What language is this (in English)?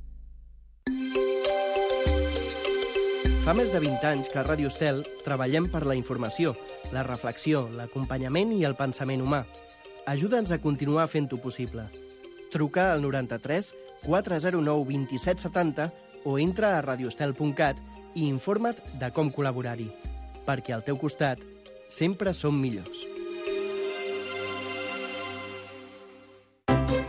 Catalan